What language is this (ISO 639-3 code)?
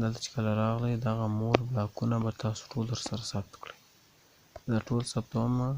pus